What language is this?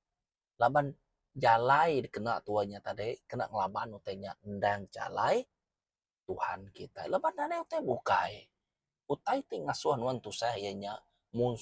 Iban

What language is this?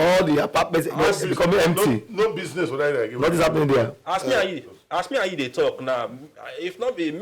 Nigerian Pidgin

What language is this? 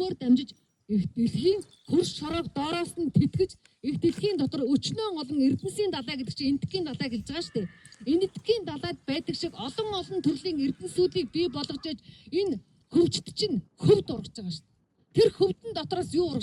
Mongolian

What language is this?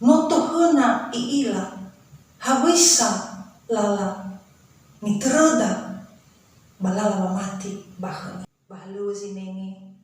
Nias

